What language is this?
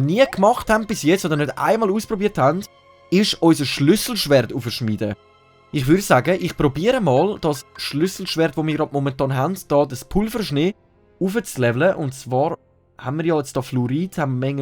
Swiss German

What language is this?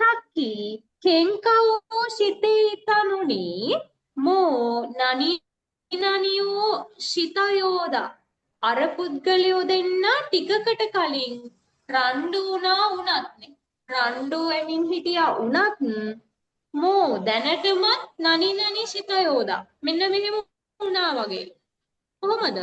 Sinhala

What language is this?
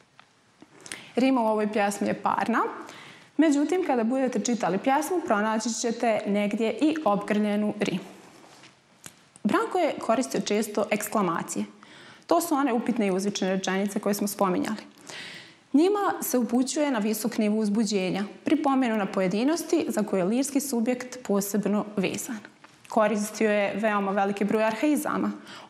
Serbian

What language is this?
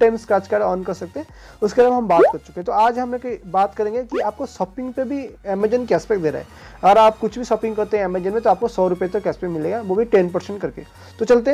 Hindi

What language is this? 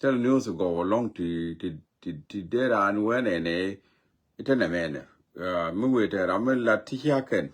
Nuer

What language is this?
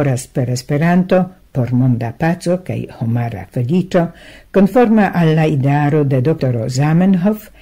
Esperanto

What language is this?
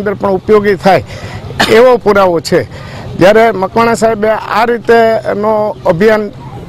Gujarati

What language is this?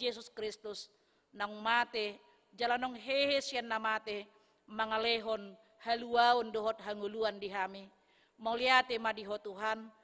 Batak Toba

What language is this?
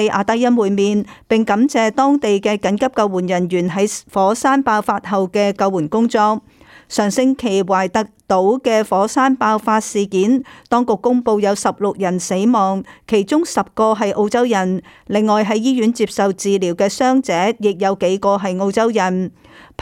Cantonese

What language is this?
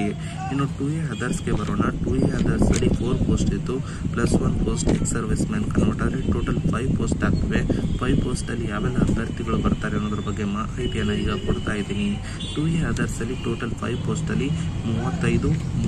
Kannada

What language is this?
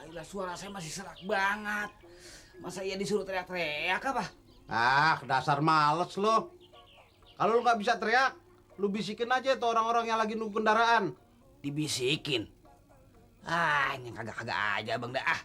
Betawi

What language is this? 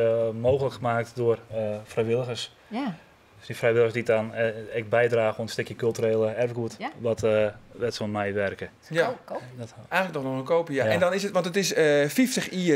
Western Frisian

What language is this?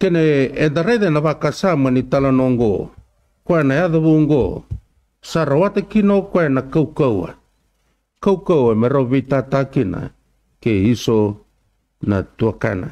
Fijian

